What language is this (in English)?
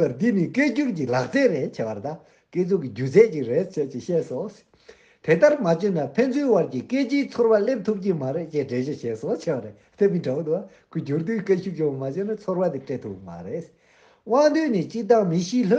Tibetan